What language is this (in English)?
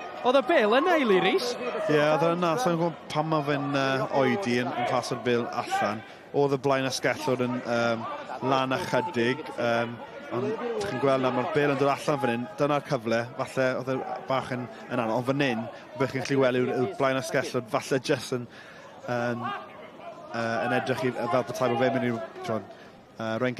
Welsh